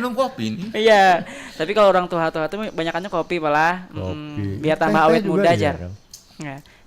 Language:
Banjar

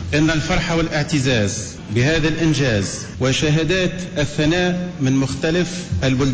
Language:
Tunisian Arabic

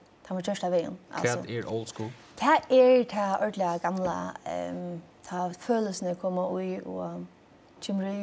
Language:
Faroese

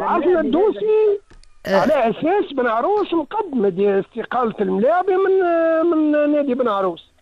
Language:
Tunisian Arabic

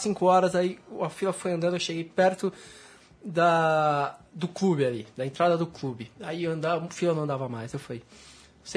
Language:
Portuguese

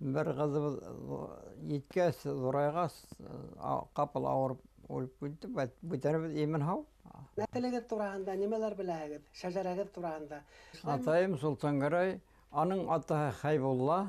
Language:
Bashkir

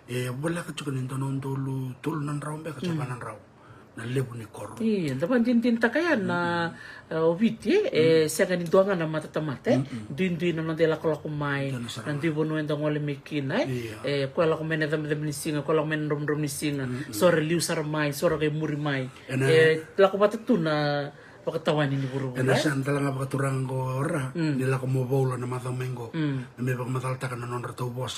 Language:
Fijian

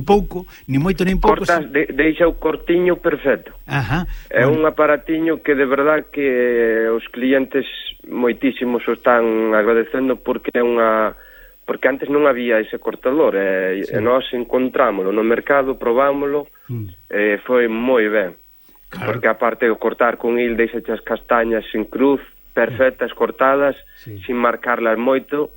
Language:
Galician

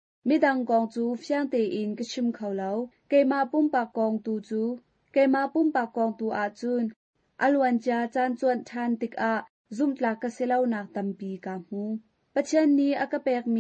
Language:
Hakha Chin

